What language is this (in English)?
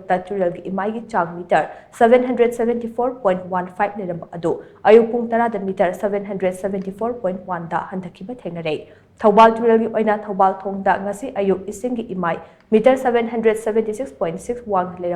Manipuri